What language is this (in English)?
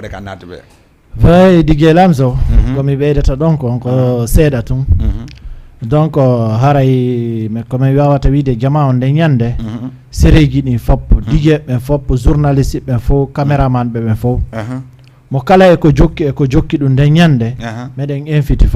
Fula